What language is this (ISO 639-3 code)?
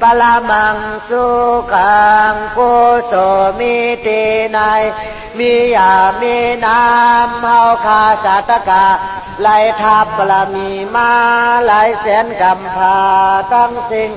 shn